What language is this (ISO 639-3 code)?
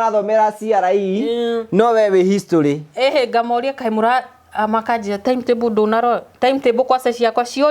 kik